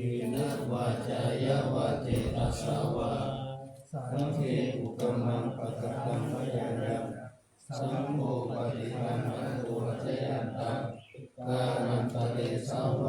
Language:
Pali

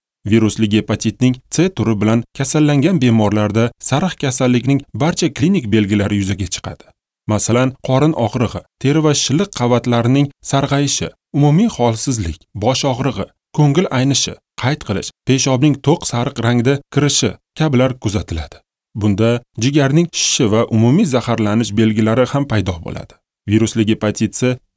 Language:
Uzbek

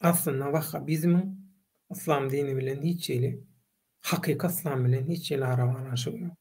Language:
Turkmen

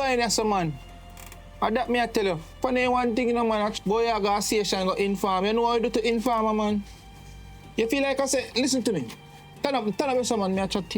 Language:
Jamaican Creole English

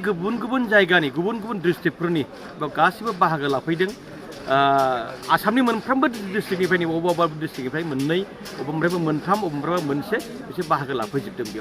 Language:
Bodo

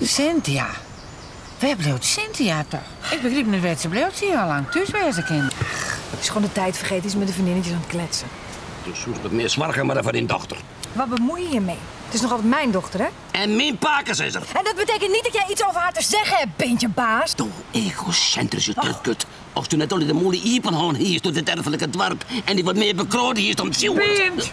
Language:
Western Frisian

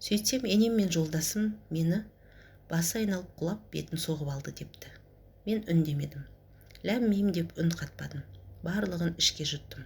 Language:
Kazakh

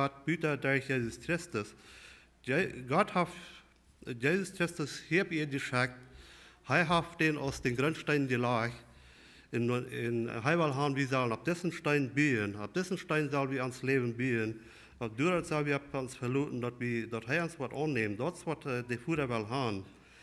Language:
Plautdietsch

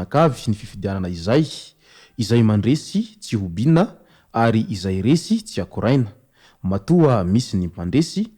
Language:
Malagasy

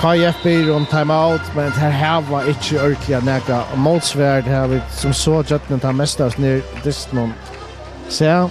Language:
Faroese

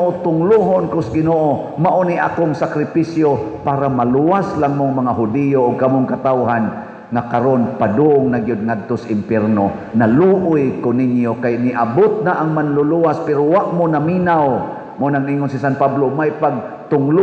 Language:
Cebuano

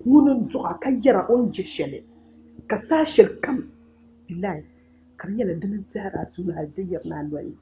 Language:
Dagbani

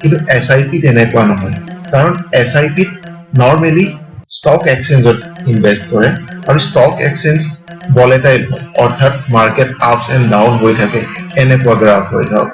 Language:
Assamese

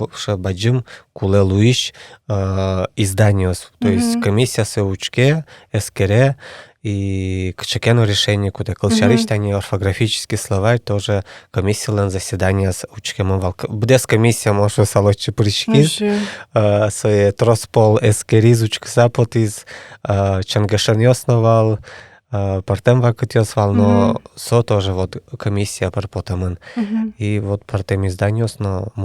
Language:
Udmurt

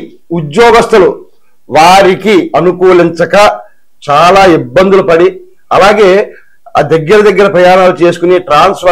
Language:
Telugu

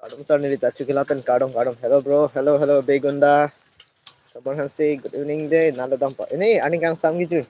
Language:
Karbi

